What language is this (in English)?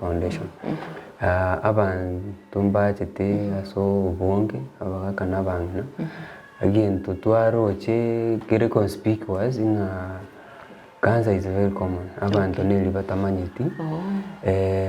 Gusii